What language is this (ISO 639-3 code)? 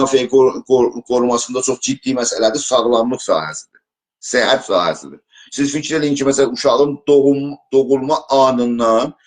azb